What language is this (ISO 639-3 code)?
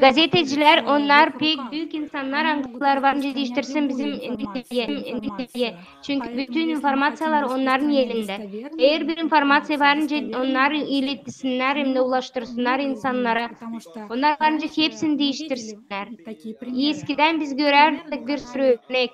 gag